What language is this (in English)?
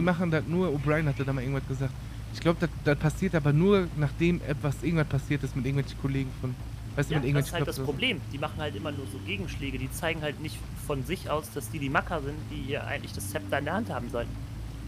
German